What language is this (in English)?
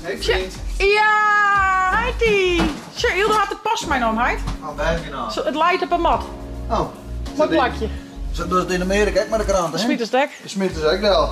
Western Frisian